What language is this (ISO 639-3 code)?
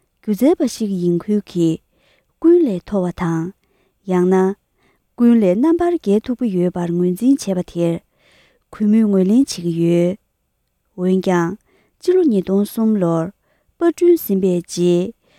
bod